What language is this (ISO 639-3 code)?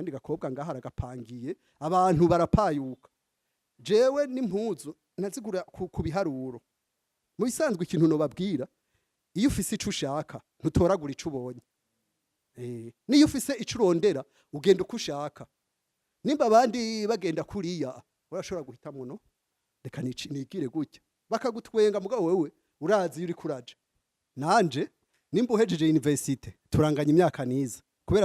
run